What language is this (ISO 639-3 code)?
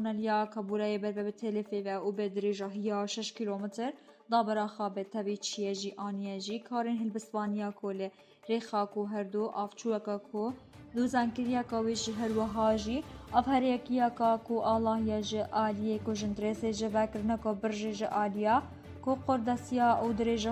kur